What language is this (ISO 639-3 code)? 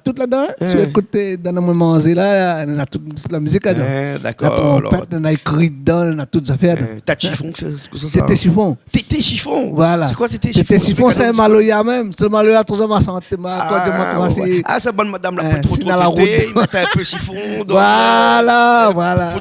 rcf